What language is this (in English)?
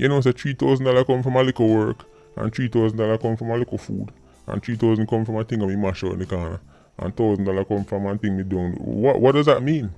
Jamaican Creole English